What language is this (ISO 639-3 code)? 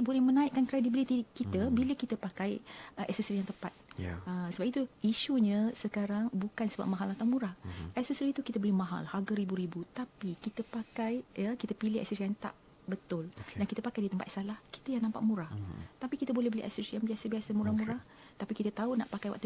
msa